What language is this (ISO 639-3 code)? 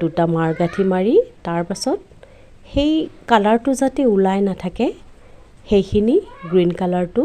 asm